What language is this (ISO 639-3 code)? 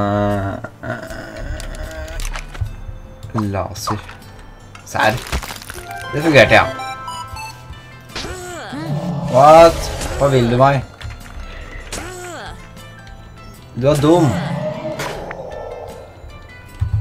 nor